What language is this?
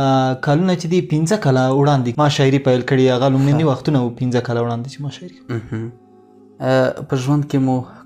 Pashto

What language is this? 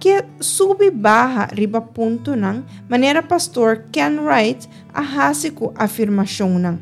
Papiamento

